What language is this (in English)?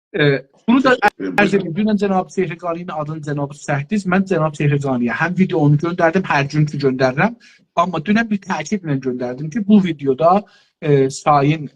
South Azerbaijani